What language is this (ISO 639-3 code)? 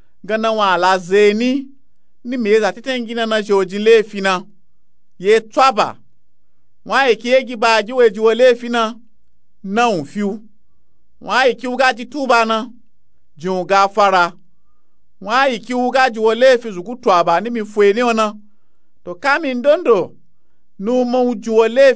nup